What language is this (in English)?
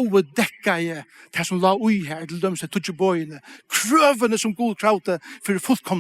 Faroese